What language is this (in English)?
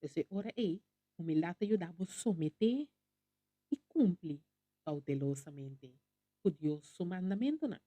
Papiamento